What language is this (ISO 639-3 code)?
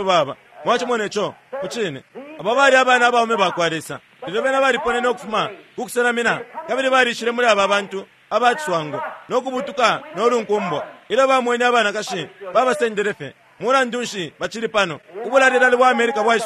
bem